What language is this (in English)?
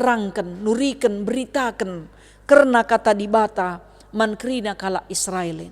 Batak Karo